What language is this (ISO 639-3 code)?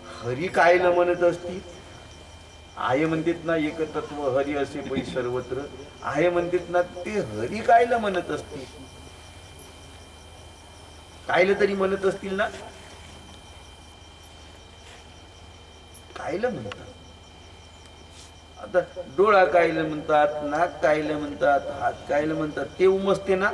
mar